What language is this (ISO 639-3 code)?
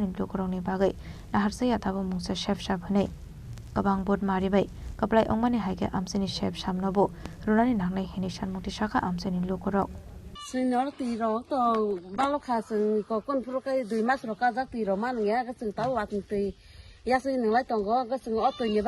trp